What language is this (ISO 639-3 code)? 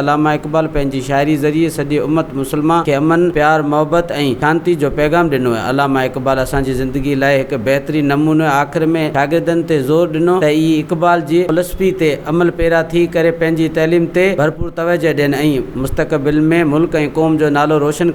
snd